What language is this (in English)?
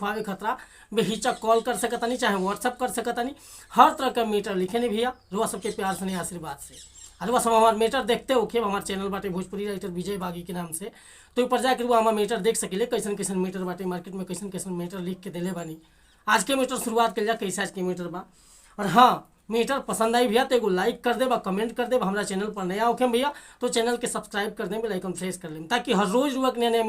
Bhojpuri